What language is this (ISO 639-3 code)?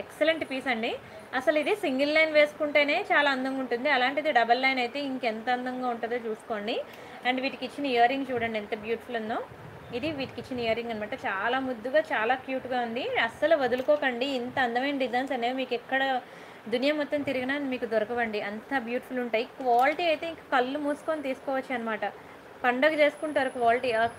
tel